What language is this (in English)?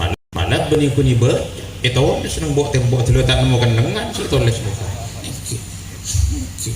Madurese